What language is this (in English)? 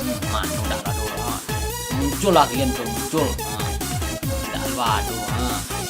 Minangkabau